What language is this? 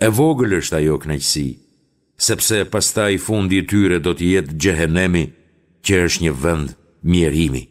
Albanian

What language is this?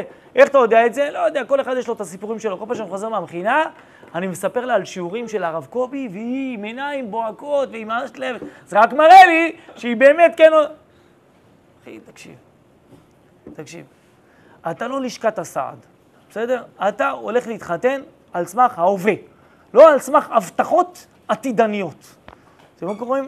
Hebrew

